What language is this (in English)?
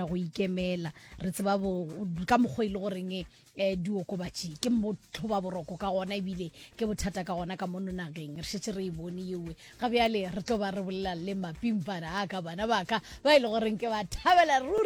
Northern Sotho